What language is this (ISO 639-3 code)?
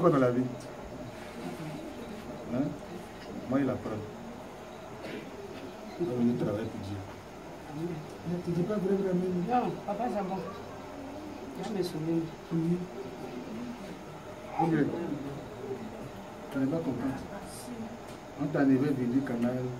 fra